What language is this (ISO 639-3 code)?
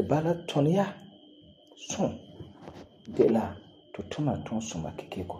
gur